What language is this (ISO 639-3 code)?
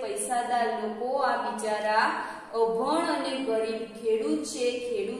guj